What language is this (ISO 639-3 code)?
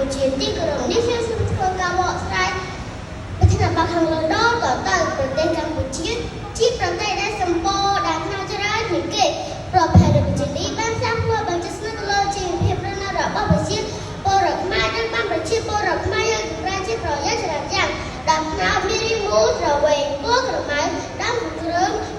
khm